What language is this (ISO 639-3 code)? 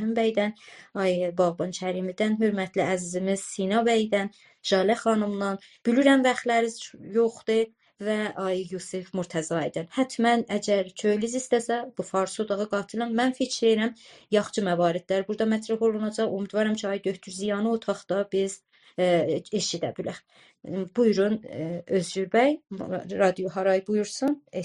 azb